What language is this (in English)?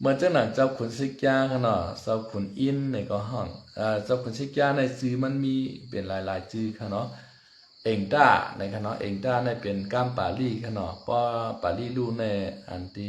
Shan